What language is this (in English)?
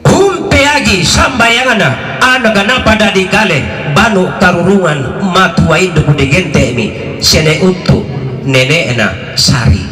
Toraja-Sa'dan